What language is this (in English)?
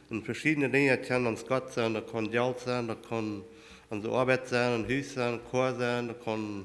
Plautdietsch